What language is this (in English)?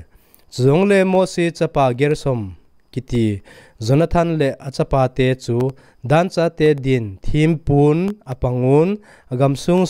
Thado Chin